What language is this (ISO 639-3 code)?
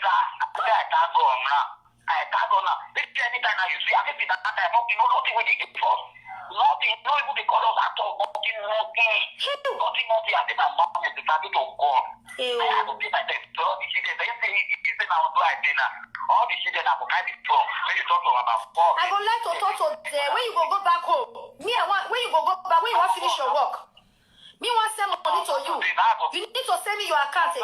pcm